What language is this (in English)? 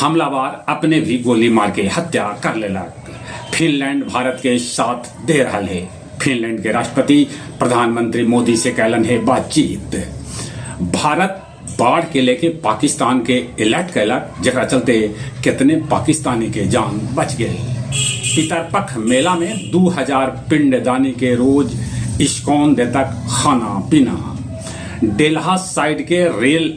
Magahi